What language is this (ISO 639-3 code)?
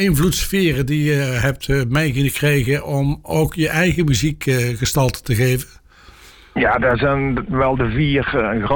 nld